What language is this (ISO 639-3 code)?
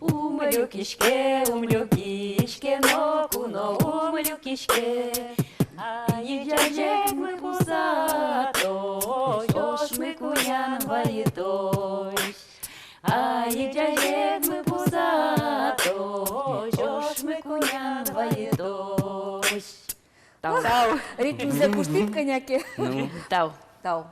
udm